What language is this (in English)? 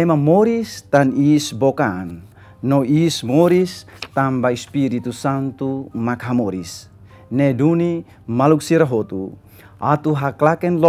Tetum